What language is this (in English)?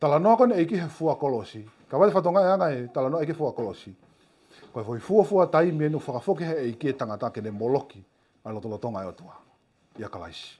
Tongan